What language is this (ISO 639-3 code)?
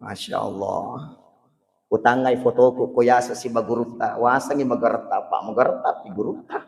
bug